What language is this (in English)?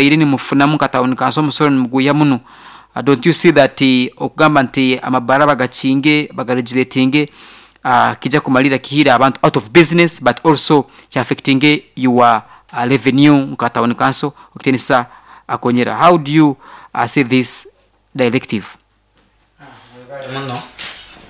Nyoro